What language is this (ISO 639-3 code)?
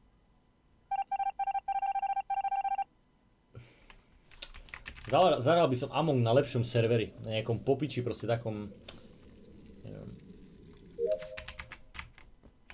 slk